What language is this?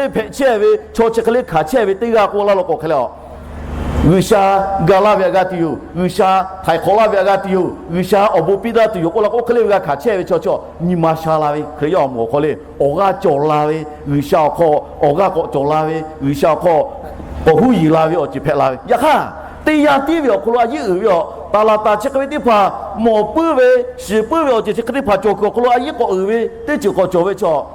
Lahu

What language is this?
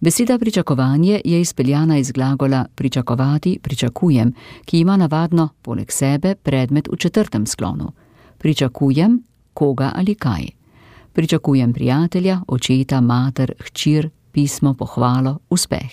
Slovenian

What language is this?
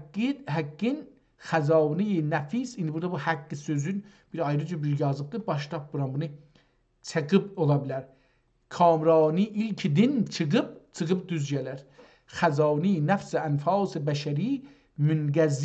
South Azerbaijani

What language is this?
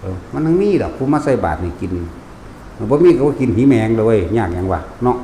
Northeastern Thai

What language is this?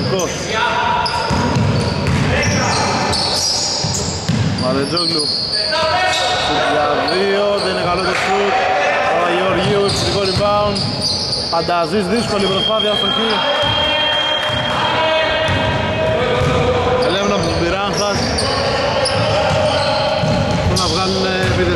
Greek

